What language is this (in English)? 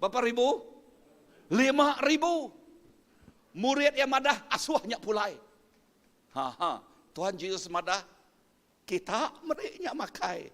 Iban